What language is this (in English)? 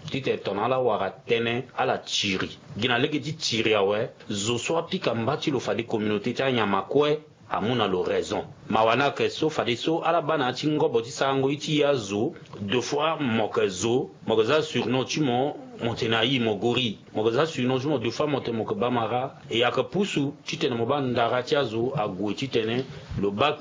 Sango